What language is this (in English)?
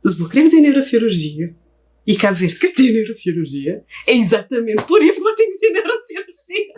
Kabuverdianu